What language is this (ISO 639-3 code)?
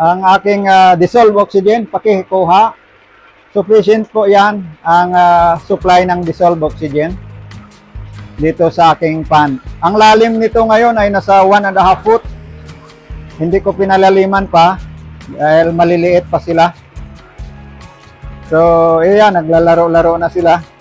fil